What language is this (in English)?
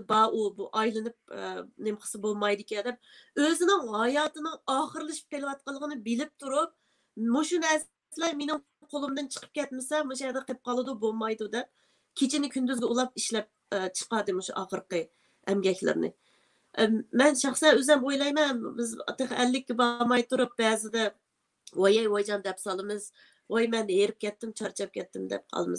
Uyghur